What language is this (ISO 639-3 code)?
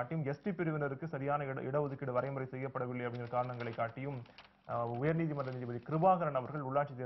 tam